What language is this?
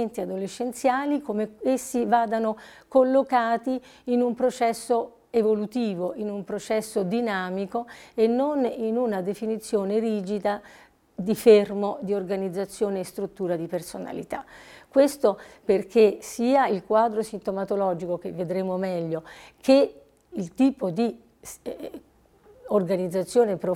Italian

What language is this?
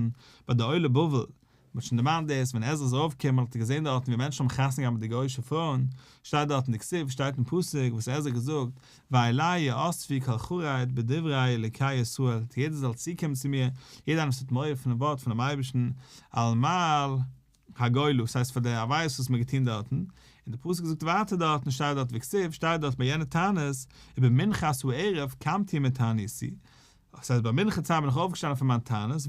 Yiddish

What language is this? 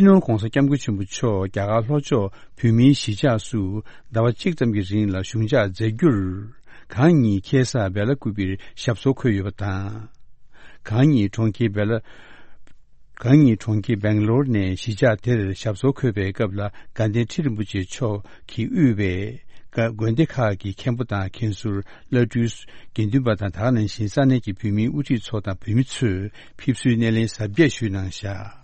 Tibetan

